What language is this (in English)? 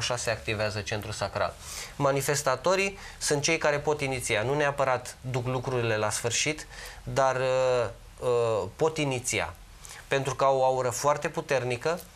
Romanian